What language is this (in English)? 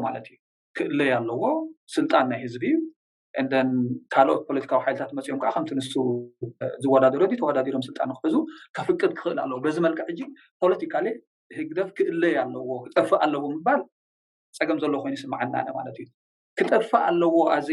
Tigrinya